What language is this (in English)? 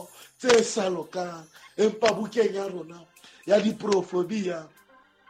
Southern Sotho